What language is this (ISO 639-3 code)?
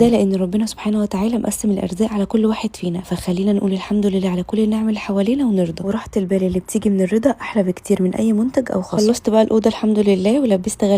arz